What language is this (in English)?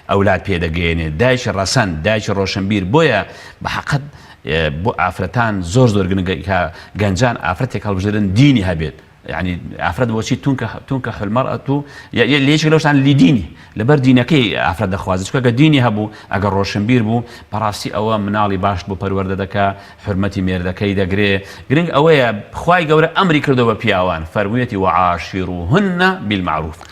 Central Kurdish